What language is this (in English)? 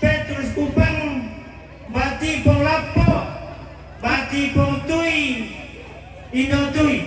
Toraja-Sa'dan